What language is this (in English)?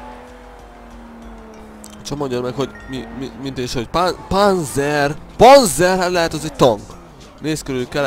Hungarian